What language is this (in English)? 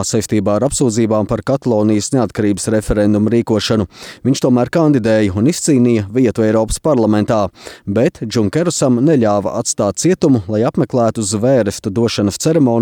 Latvian